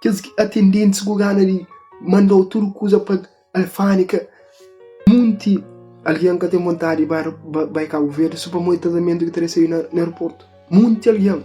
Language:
Kabuverdianu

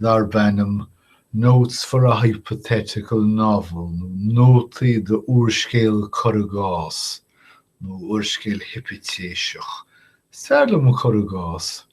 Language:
Irish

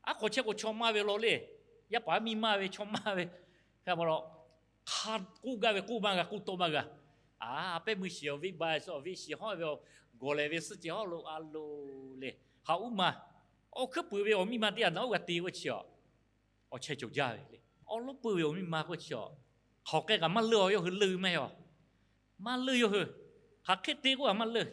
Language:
Lahu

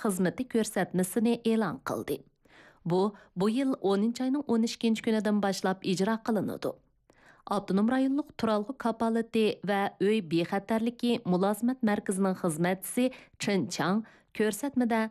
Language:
Uyghur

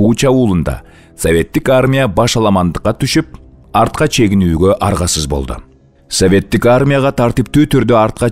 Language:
Kyrgyz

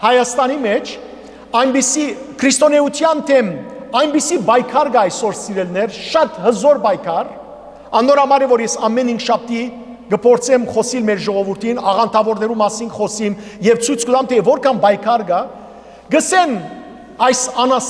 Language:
Western Armenian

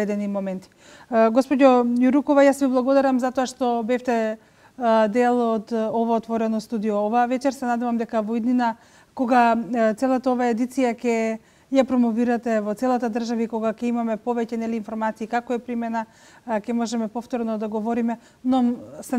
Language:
Macedonian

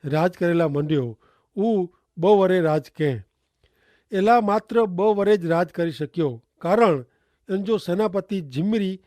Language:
Kachhi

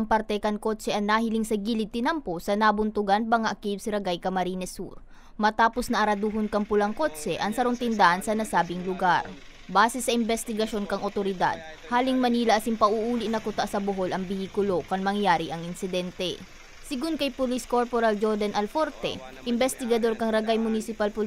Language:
Bikol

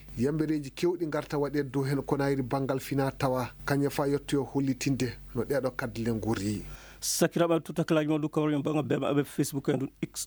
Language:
Fula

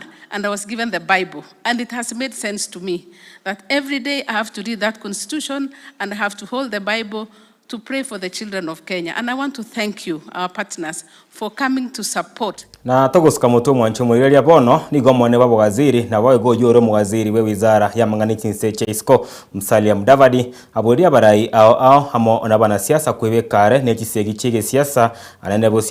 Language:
Gusii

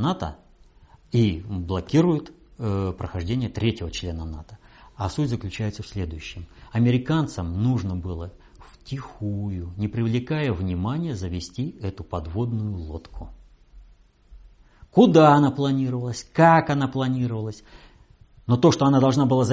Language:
Russian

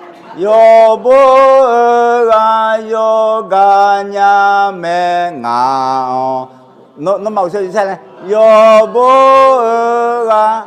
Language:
Akha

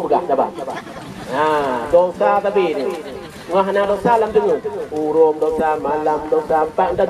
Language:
Achinese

